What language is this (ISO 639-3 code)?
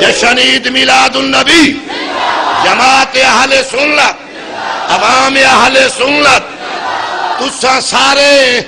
skr